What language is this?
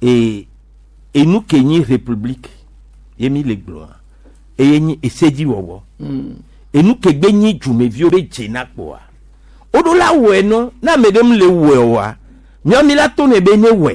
Gen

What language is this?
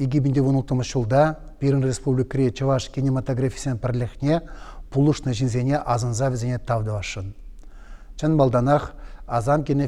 Chuvash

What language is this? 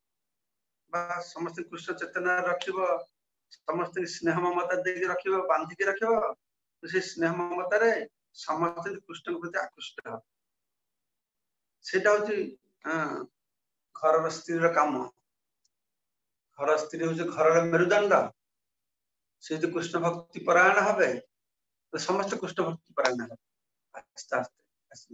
Odia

